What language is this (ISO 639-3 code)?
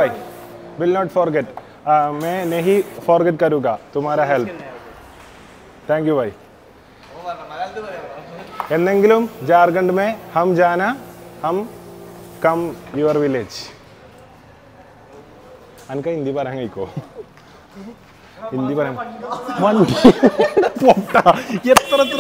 mal